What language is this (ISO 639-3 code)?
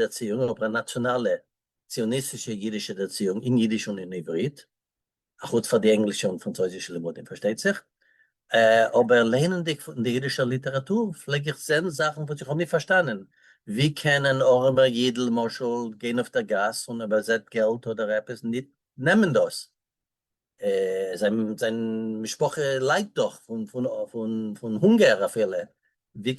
yid